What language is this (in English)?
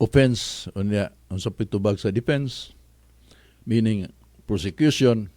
Cebuano